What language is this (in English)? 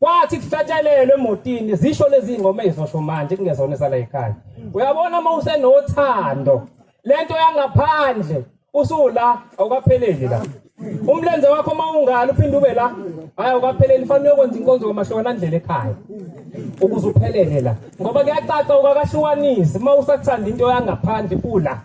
Zulu